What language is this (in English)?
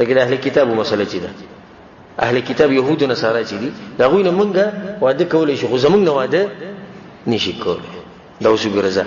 Pashto